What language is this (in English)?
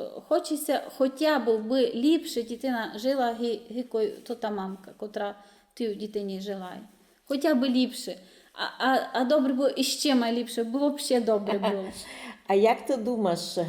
Rusyn